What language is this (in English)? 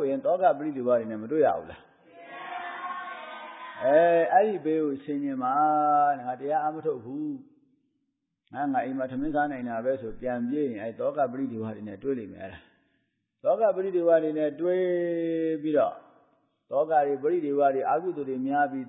Burmese